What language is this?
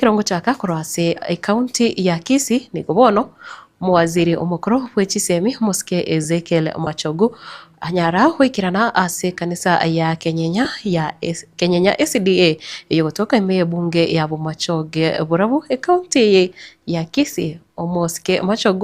Gusii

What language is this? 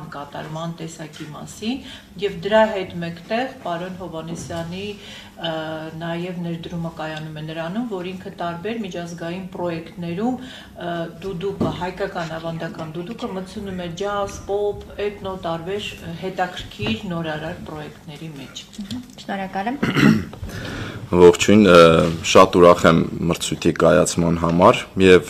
Armenian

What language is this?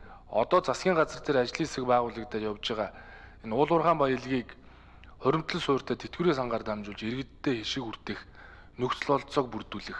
Mongolian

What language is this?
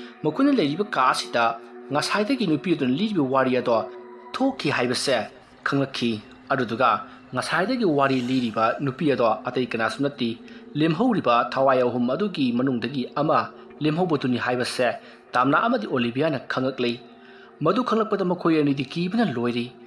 Manipuri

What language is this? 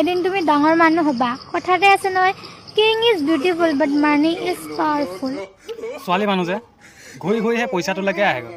Assamese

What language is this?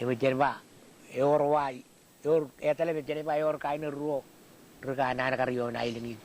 Marshallese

